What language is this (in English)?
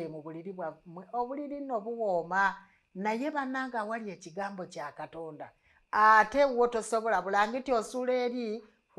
Ganda